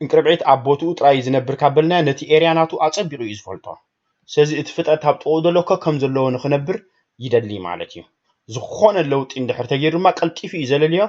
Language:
Tigrinya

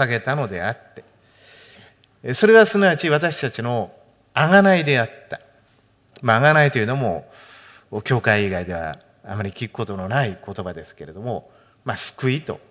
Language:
Japanese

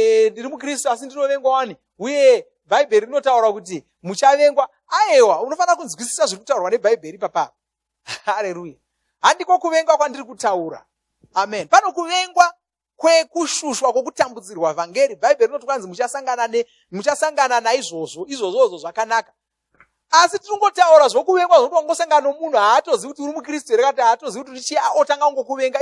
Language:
Shona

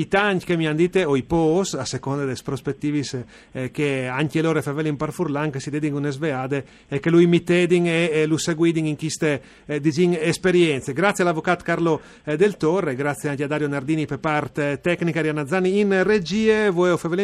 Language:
Friulian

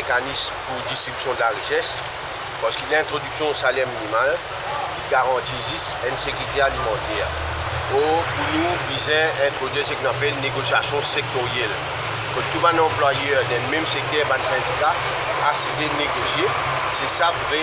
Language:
Morisyen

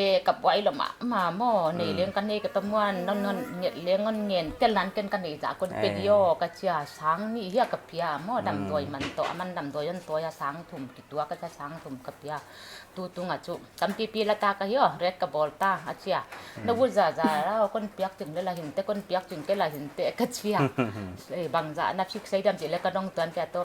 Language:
Paite Chin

